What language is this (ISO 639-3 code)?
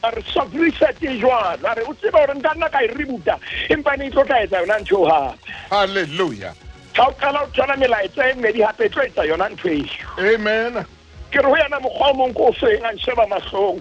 sot